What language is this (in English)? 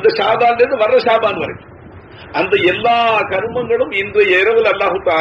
Tamil